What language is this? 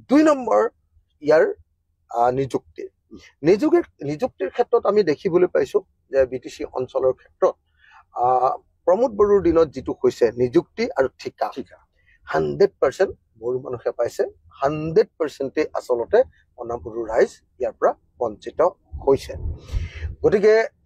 Assamese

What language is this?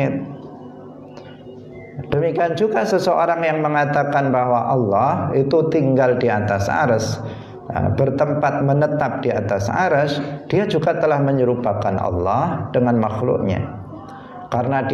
Indonesian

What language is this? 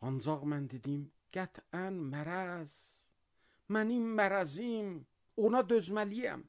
Azerbaijani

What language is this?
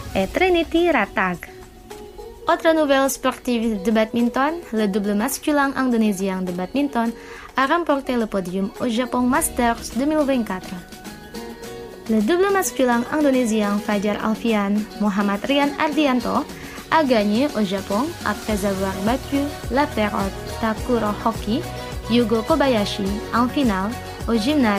French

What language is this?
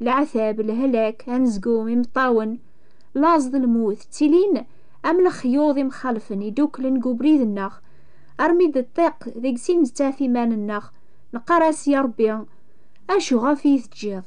Kabyle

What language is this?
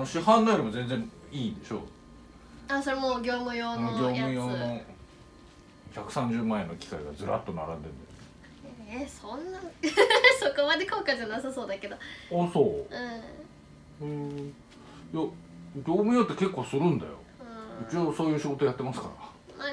Japanese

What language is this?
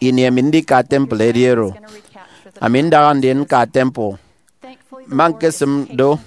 Efik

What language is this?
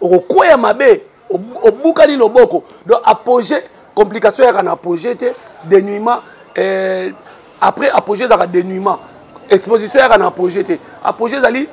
Lingala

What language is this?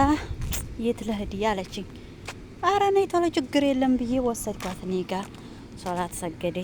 Amharic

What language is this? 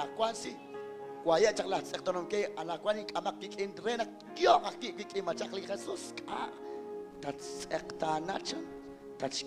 Kekchí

